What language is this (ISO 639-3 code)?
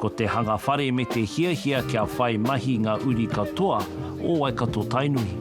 mri